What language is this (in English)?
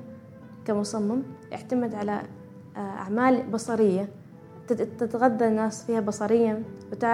Gulf Arabic